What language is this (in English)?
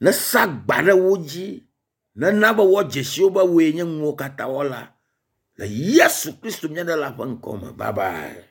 Ewe